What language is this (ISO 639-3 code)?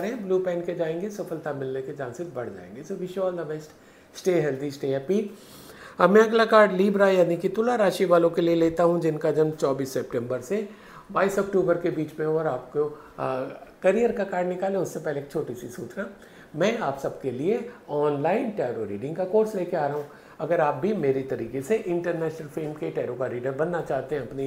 hin